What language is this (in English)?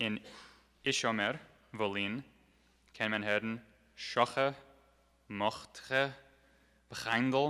Yiddish